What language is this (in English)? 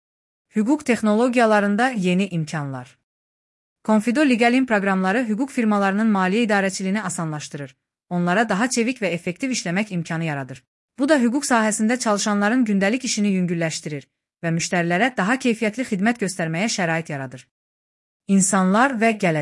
Azerbaijani